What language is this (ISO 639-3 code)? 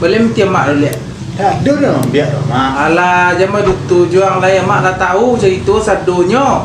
min